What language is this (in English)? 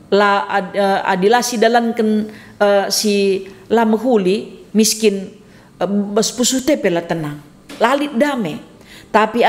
Batak Karo